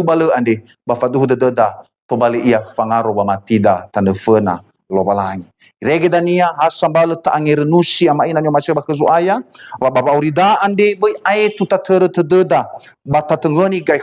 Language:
Nias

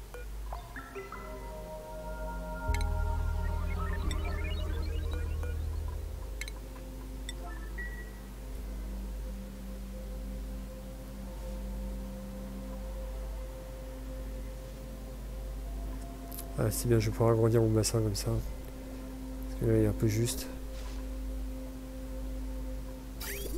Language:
French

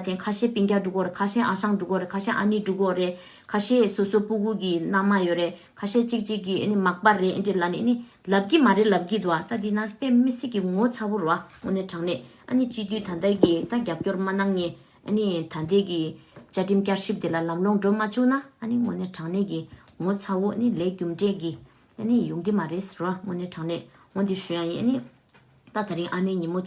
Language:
Tibetan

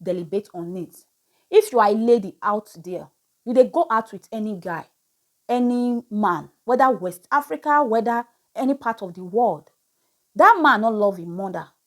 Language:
Nigerian Pidgin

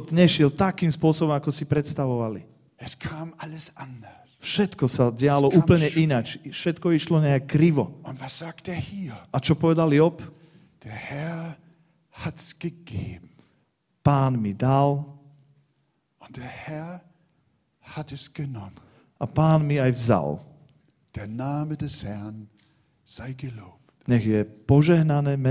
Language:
Slovak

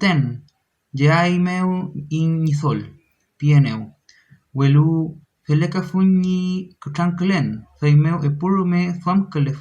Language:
Mapuche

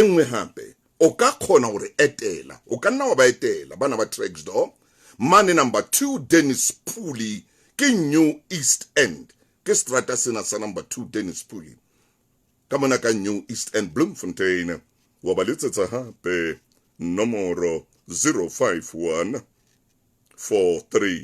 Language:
Southern Sotho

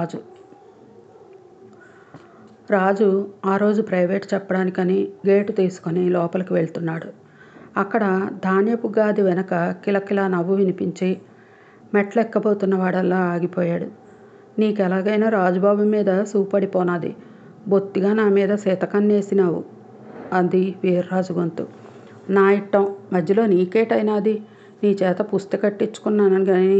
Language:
Telugu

